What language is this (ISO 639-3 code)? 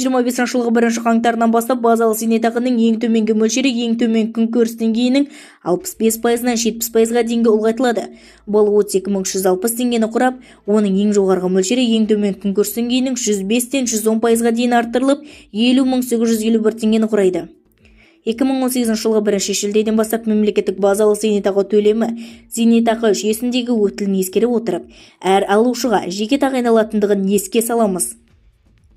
kaz